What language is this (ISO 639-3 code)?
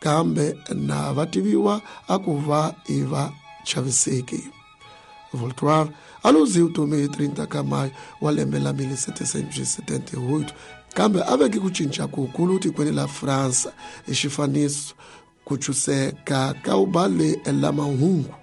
tso